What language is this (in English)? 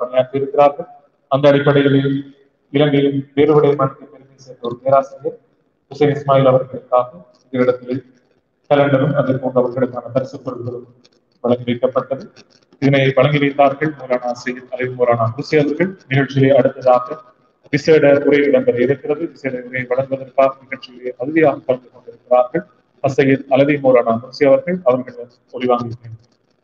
Tamil